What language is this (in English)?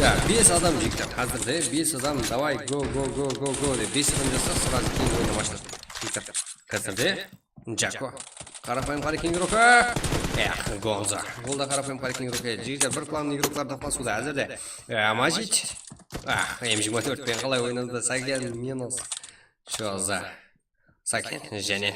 Kara-Kalpak